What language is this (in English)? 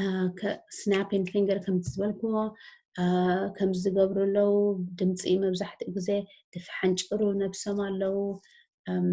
Tigrinya